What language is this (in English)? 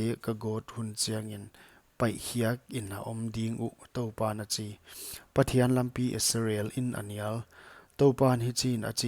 Paite Chin